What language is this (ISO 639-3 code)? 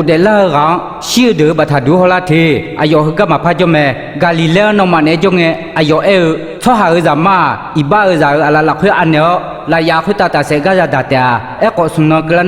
ahk